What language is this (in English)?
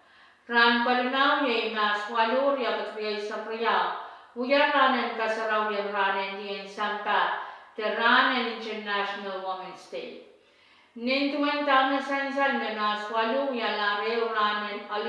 Pohnpeian